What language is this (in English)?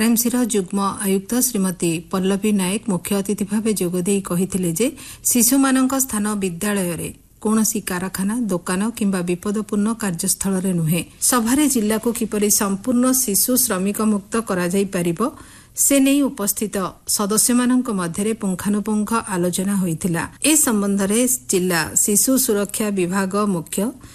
Odia